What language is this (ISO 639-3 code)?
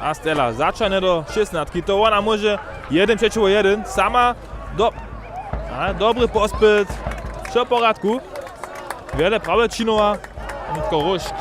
hsb